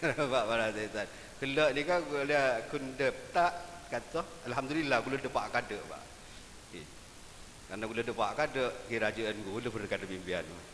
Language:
Madurese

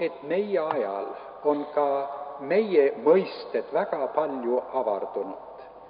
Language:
Estonian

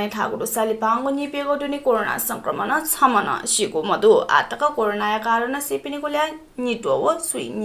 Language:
Newari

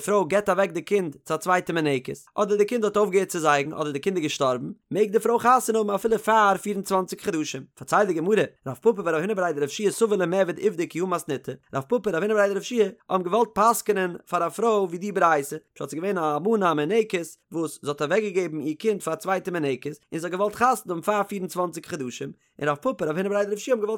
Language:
Yiddish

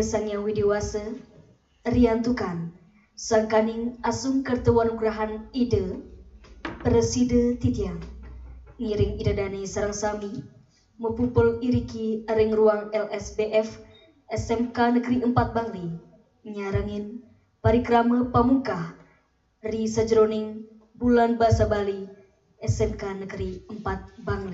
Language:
Balinese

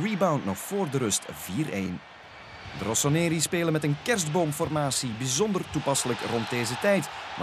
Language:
Dutch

